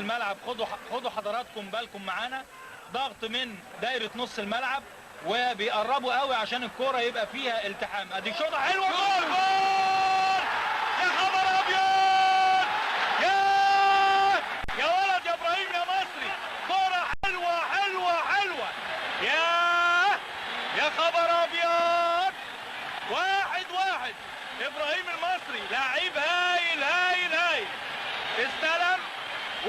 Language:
Egyptian Arabic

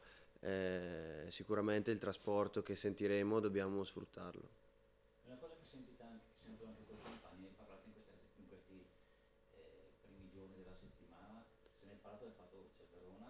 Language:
Italian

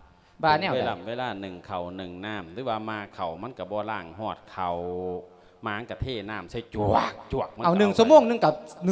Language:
Lao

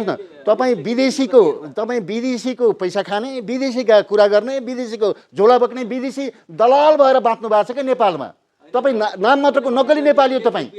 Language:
Nepali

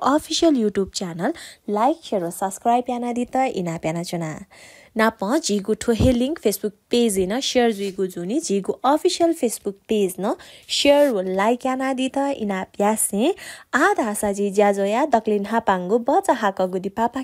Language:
Newari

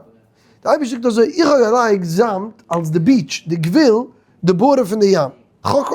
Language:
Yiddish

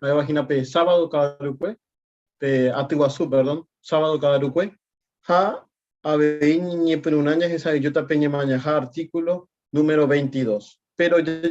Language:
Guarani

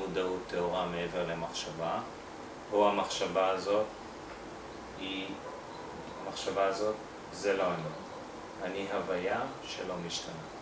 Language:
Hebrew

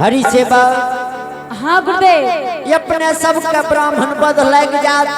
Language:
Angika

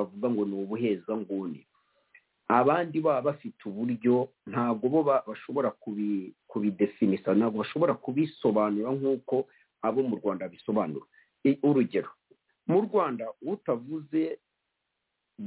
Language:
Kinyarwanda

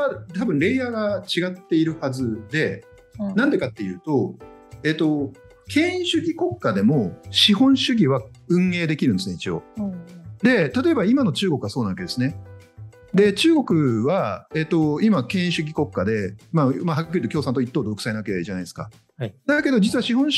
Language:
Japanese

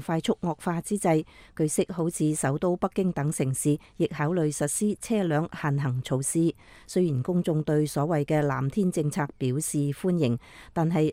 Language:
Cantonese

